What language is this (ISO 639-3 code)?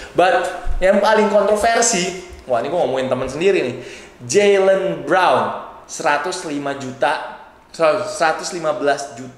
ind